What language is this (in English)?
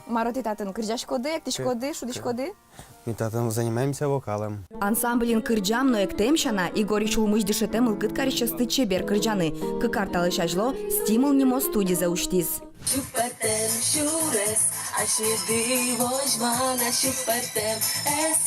Udmurt